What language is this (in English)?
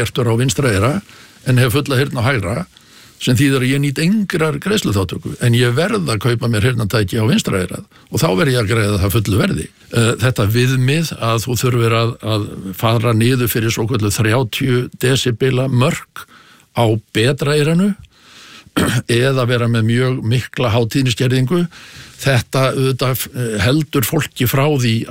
Icelandic